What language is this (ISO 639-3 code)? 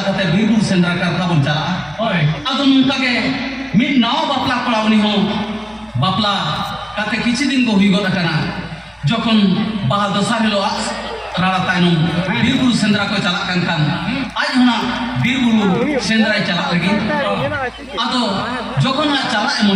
sat